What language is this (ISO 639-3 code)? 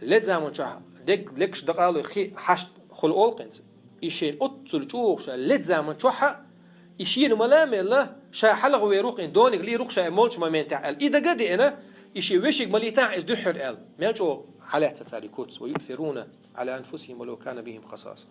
che